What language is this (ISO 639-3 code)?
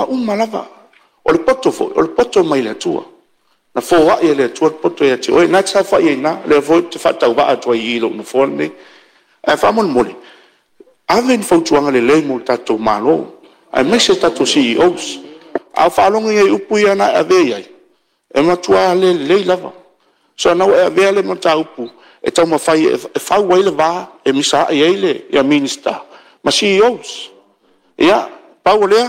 smo